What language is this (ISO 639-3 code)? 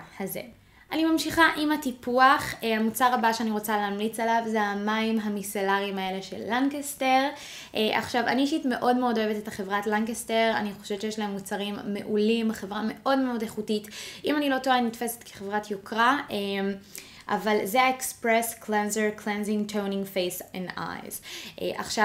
heb